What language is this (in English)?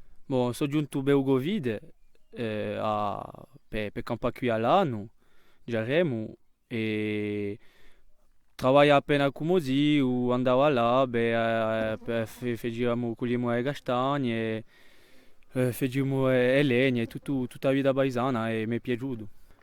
Corsican